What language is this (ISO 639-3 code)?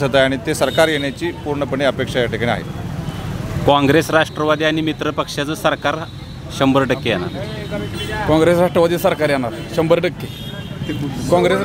mar